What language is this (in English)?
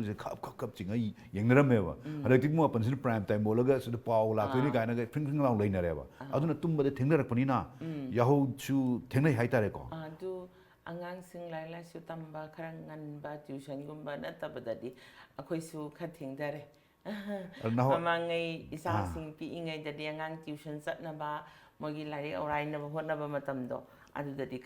Manipuri